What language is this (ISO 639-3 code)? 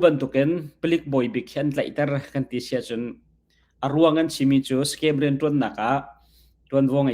cnh